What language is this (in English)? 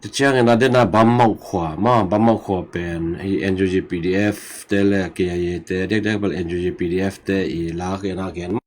Tedim Chin